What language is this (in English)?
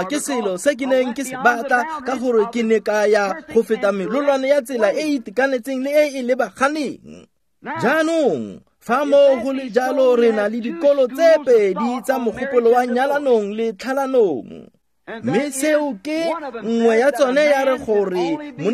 Tswana